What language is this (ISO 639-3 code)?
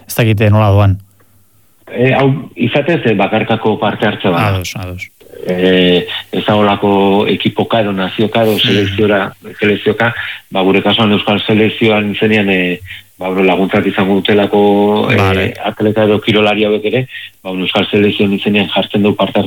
eus